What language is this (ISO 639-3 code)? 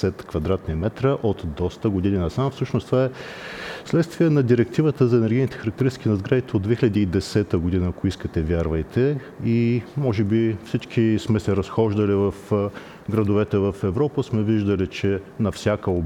bul